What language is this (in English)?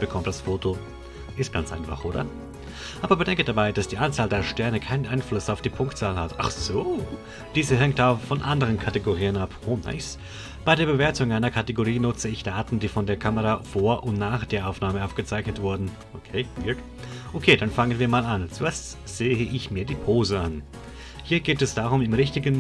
Swiss German